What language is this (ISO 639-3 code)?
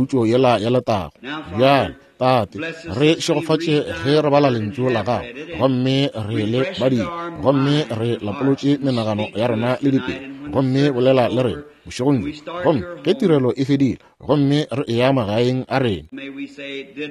nso